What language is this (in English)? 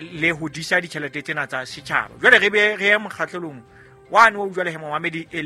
Southern Sotho